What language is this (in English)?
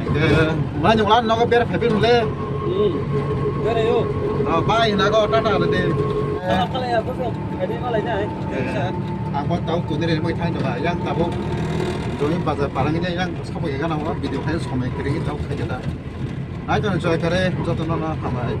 Kok Borok